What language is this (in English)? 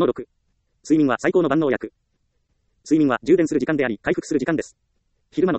Japanese